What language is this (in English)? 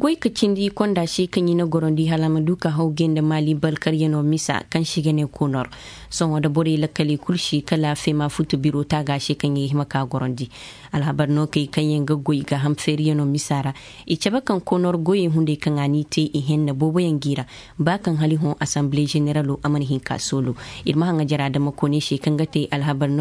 Koyraboro Senni